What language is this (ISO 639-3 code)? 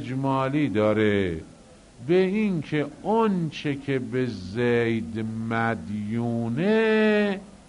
fas